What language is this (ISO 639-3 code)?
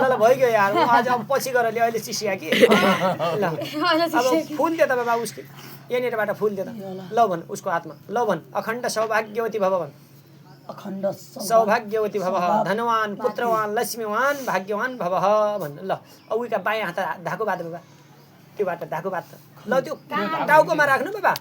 nep